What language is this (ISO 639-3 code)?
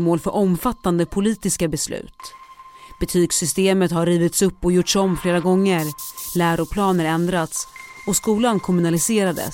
swe